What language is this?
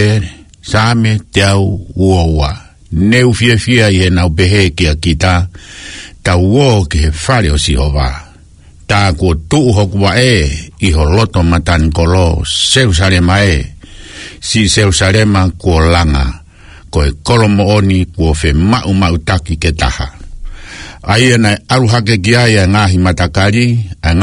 Tongan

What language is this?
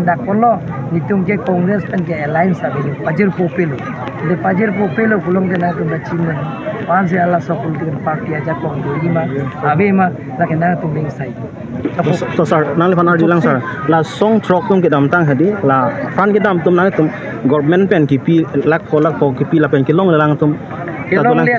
Karbi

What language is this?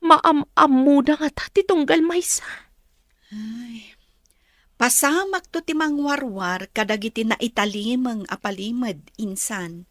Iloko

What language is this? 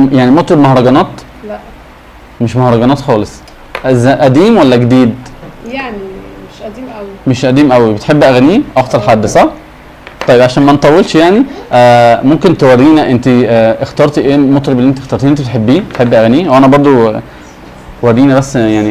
Egyptian Arabic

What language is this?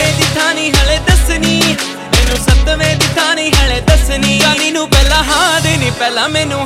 Punjabi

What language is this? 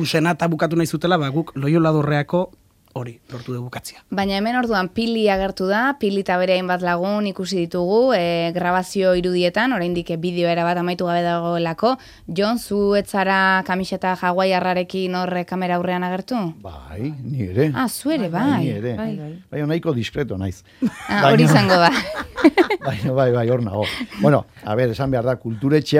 Basque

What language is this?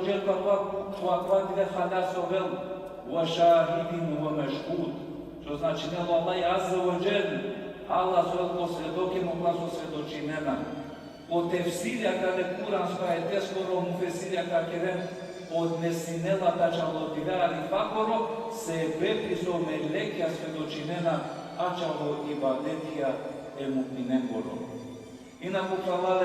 Balkan Romani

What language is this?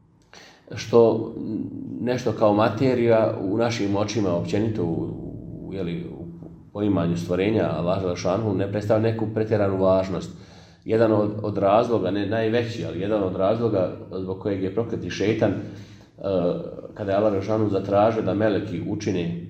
Bosnian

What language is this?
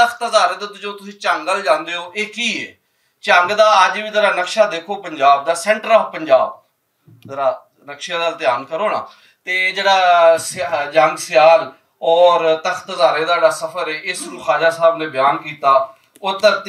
Western Panjabi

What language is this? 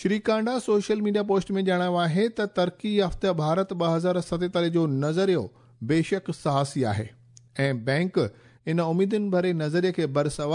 Sindhi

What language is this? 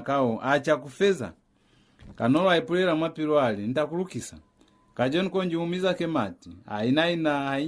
Lozi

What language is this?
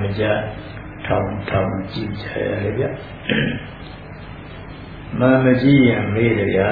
Burmese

